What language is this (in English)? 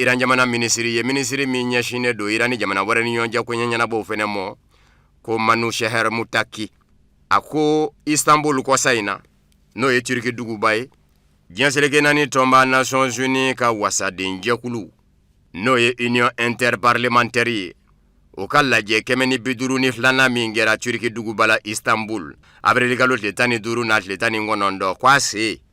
Bambara